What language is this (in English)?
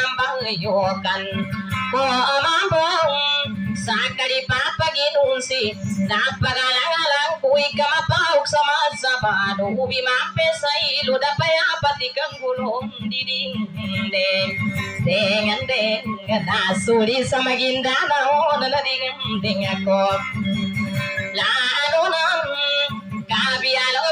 Maguindanaon